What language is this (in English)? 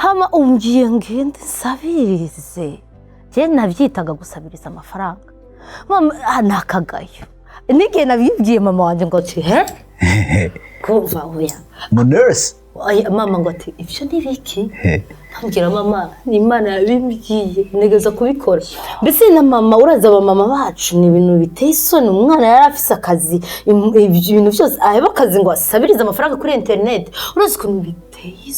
Rundi